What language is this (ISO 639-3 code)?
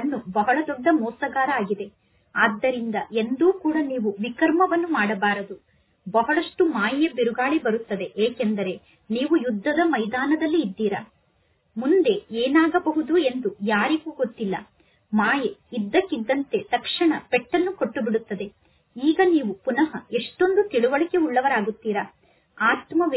kan